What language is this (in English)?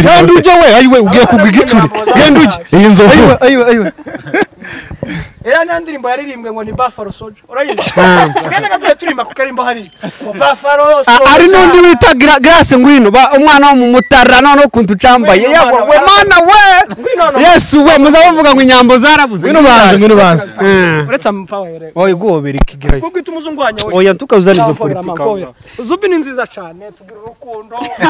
Kinyarwanda